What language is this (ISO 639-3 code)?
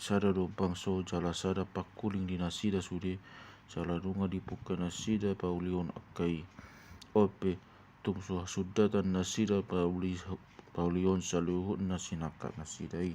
bbc